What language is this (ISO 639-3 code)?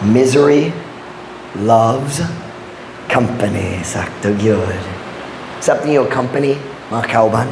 ceb